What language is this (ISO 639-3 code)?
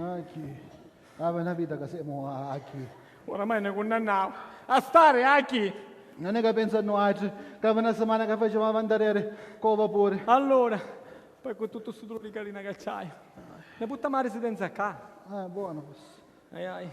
scn